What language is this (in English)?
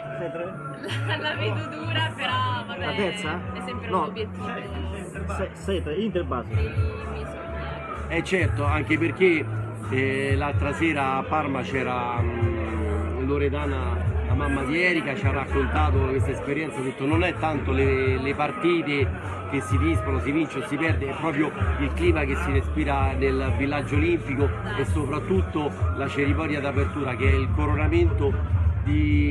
Italian